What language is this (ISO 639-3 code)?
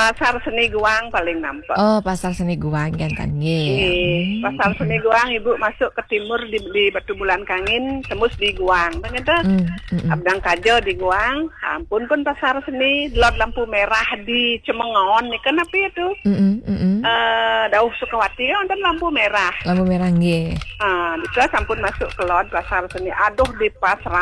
ban